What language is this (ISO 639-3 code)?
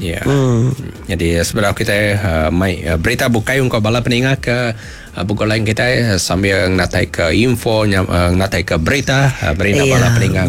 iba